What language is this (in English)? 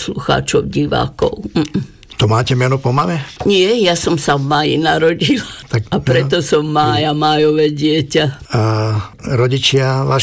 Slovak